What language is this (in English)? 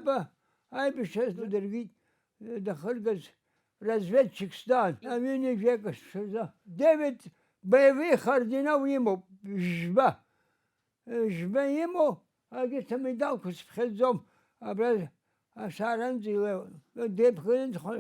Abkhazian